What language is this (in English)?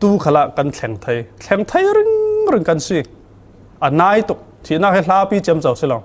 Falam Chin